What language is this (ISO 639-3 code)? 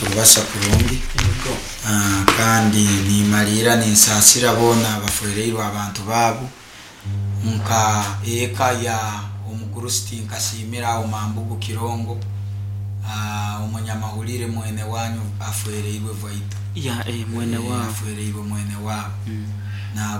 nyo